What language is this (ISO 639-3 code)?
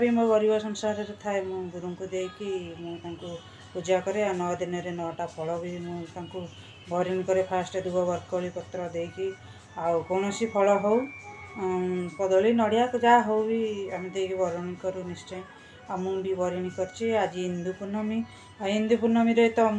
ori